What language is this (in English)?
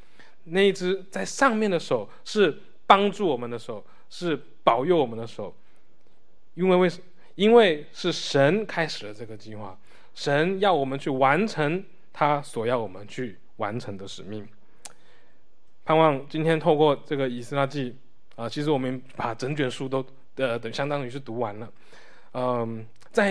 Chinese